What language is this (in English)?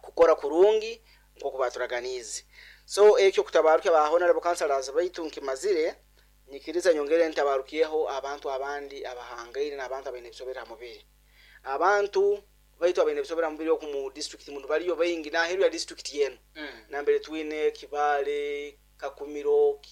Nyoro